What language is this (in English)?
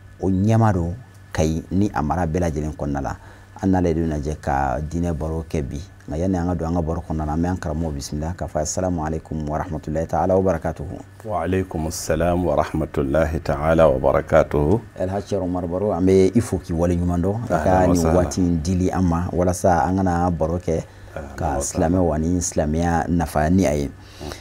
Bambara